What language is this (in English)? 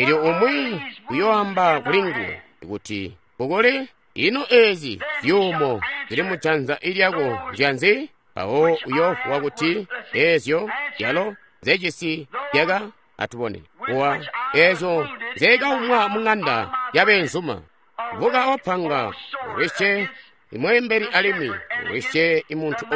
Tonga (Zambia)